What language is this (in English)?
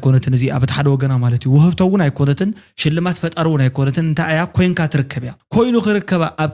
Tigrinya